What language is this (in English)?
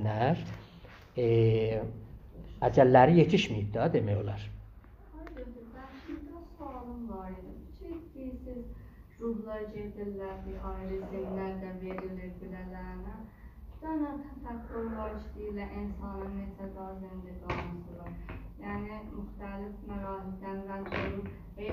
South Azerbaijani